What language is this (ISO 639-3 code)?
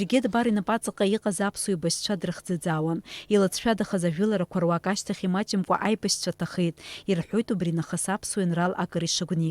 abk